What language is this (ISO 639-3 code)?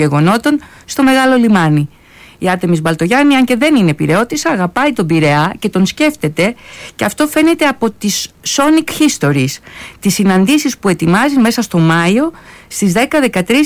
ell